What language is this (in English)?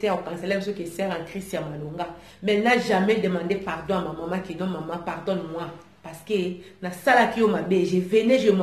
Lingala